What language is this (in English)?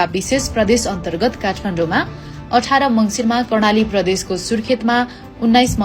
Nepali